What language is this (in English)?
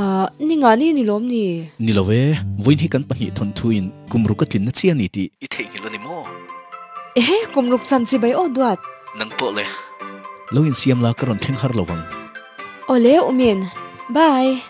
Mizo